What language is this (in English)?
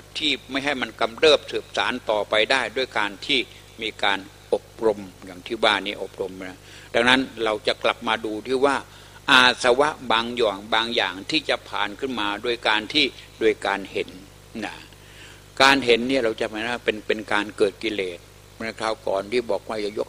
Thai